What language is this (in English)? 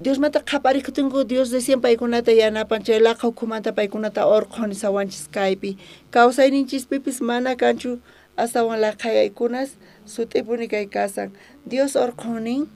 South Bolivian Quechua